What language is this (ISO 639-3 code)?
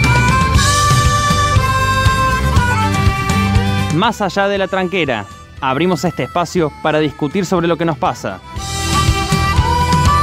spa